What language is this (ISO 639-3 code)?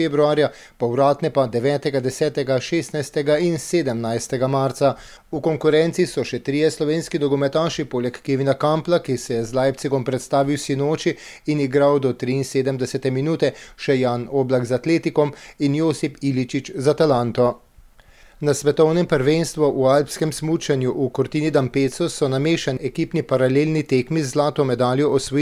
slv